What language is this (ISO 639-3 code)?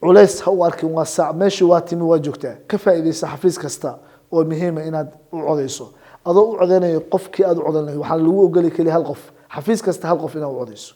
som